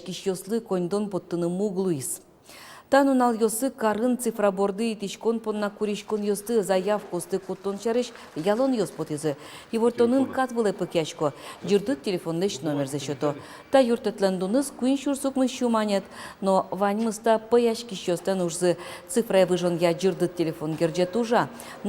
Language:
Udmurt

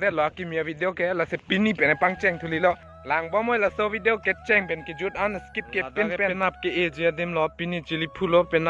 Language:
Karbi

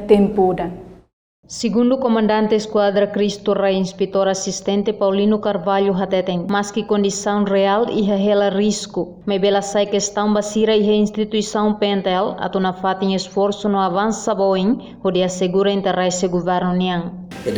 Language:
Tetum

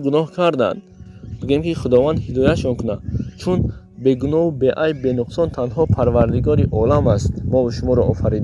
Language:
Tajik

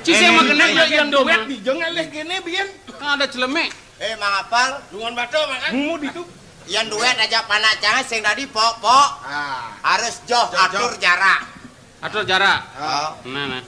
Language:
Balinese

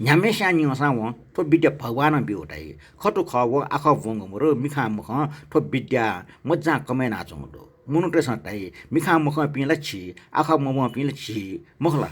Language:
Newari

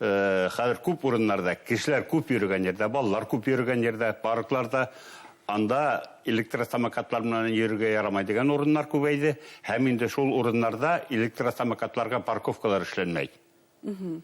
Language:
Bashkir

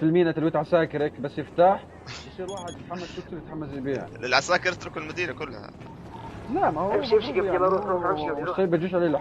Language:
North Levantine Arabic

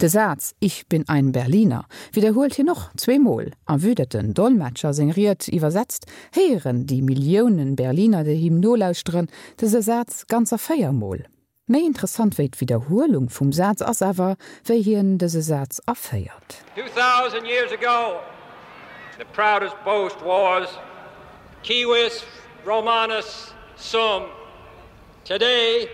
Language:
Luxembourgish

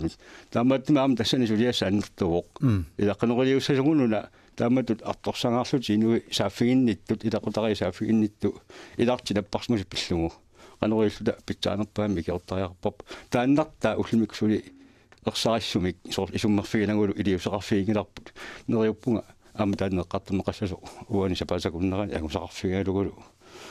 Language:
Kalaallisut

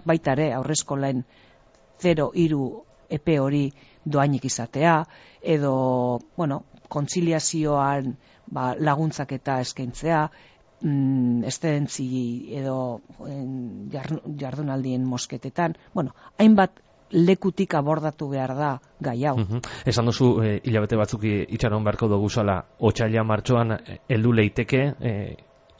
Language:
Basque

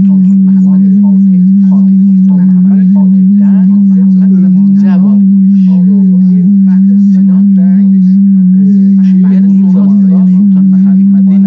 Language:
South Azerbaijani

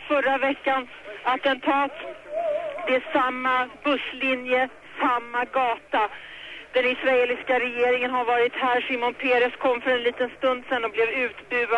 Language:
Swedish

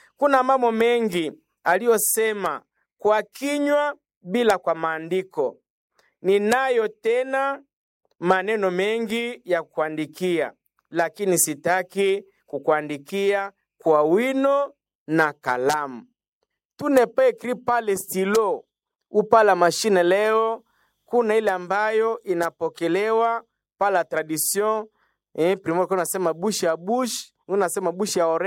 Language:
Swahili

